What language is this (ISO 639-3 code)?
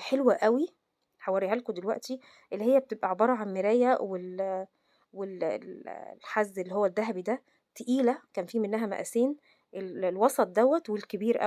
arz